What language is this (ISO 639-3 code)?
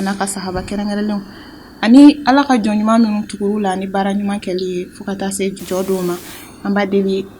bam